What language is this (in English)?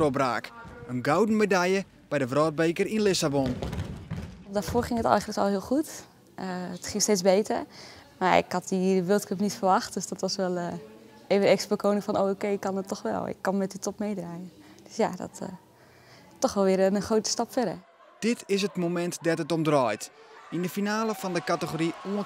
Western Frisian